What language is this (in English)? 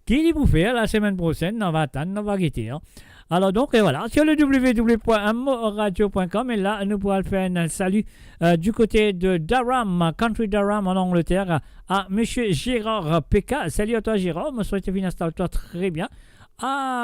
Morisyen